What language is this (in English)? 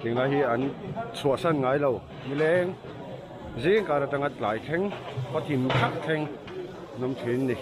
Mizo